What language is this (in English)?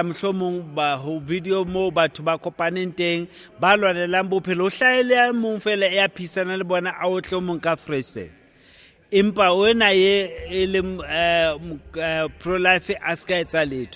Southern Sotho